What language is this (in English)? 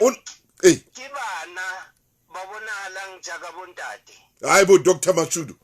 Southern Sotho